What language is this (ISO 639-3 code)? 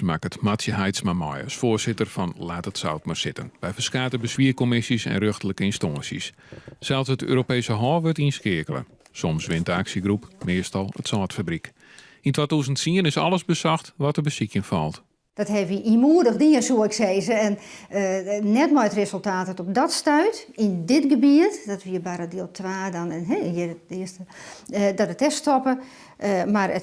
fry